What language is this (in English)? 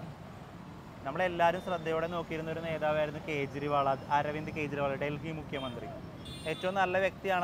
Malayalam